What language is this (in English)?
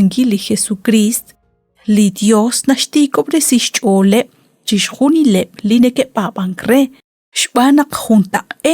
Kekchí